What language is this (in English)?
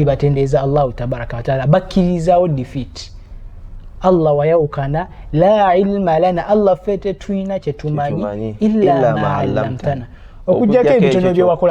Ganda